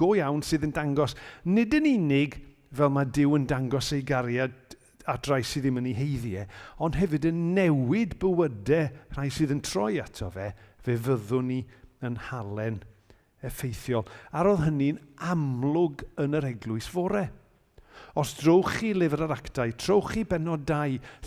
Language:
Welsh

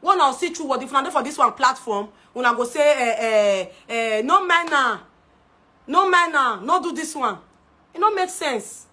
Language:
Nigerian Pidgin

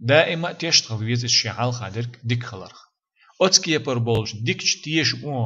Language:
Chechen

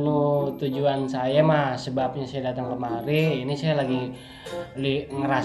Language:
Betawi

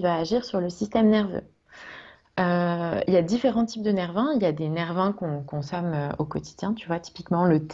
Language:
French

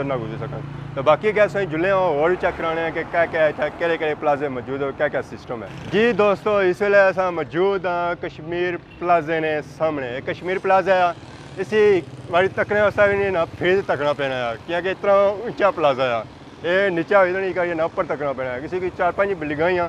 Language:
Pahari-Potwari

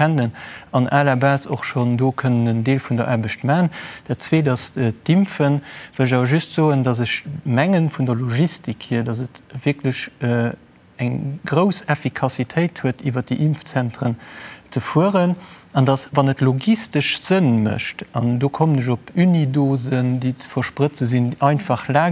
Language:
Luxembourgish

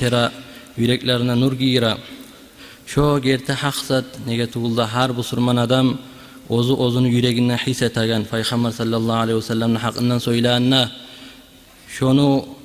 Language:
Kumyk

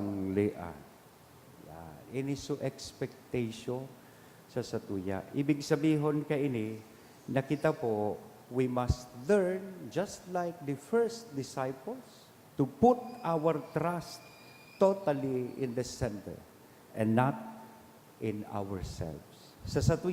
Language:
Bikol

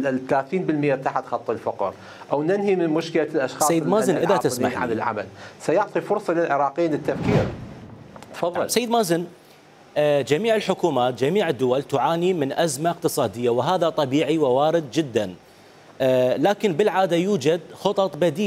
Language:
Mesopotamian Arabic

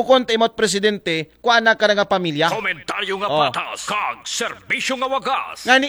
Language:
Aklanon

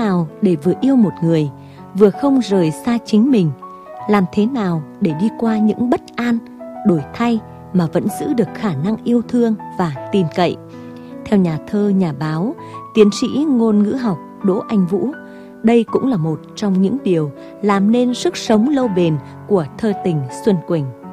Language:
Vietnamese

